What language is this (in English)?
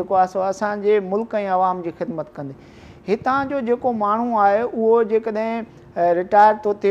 Sindhi